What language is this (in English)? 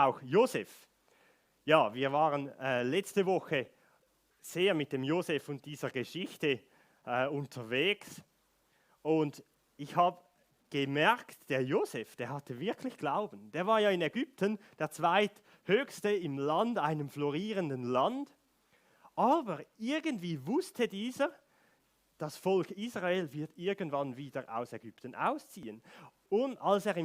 Swiss German